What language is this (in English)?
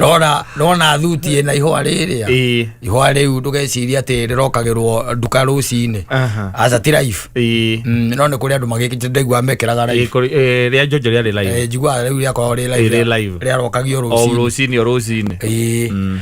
Kikuyu